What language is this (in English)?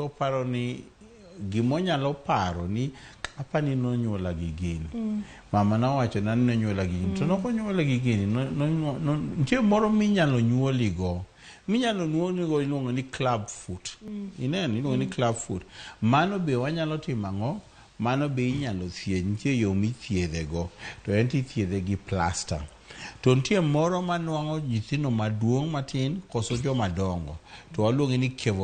Luo (Kenya and Tanzania)